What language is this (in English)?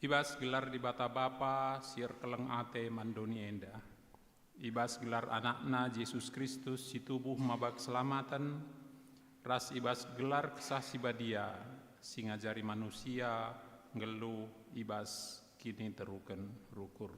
Batak Karo